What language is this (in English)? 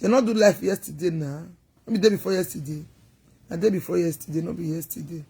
Nigerian Pidgin